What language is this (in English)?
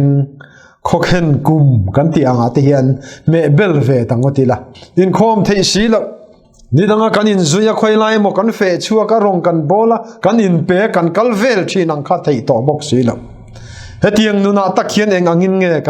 Mizo